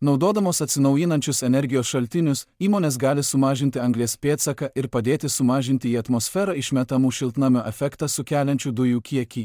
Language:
Lithuanian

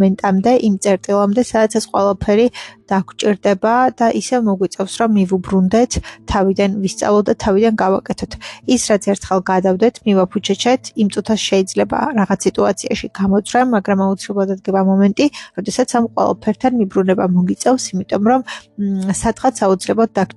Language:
Georgian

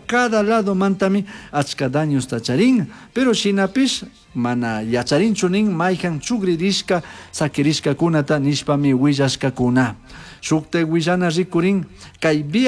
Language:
Chimborazo Highland Quichua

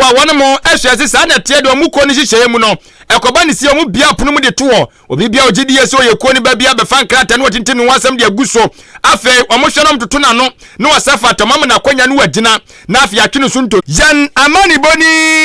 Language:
Akan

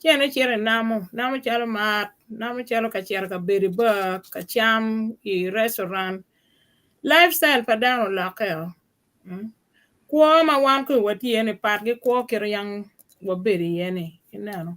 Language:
Acoli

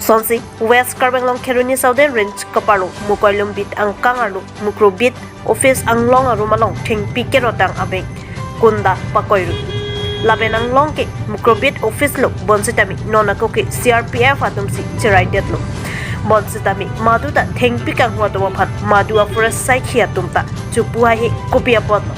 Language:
Karbi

